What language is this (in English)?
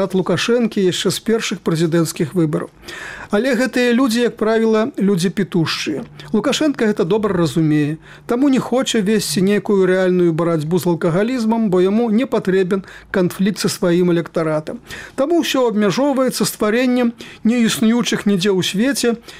Belarusian